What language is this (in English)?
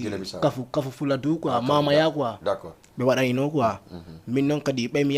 Fula